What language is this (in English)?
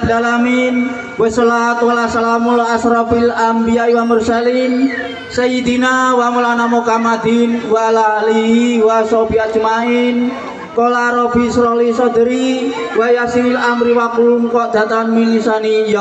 Javanese